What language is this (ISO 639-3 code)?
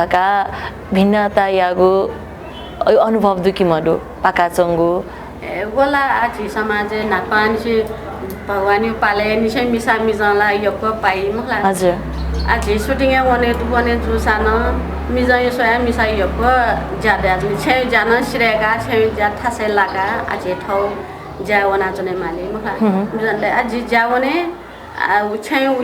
new